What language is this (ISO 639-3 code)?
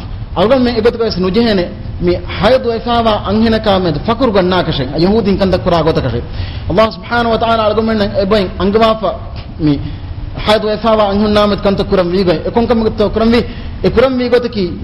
div